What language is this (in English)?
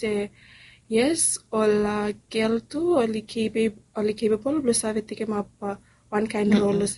Bislama